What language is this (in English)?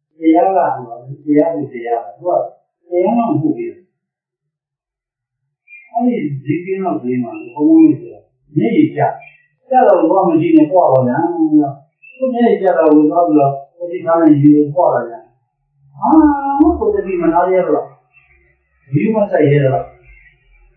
Burmese